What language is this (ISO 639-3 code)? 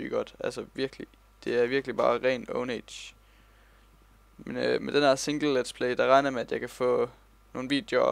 dan